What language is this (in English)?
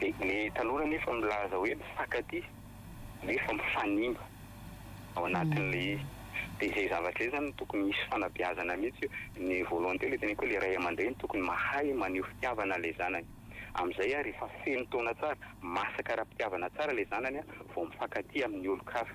Malagasy